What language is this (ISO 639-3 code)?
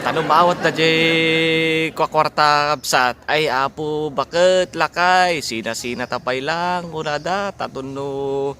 ilo